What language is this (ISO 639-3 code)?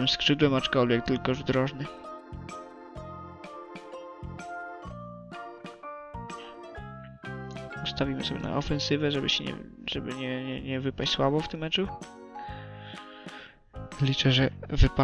pol